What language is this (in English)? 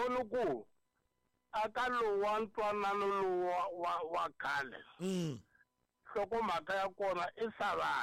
Tsonga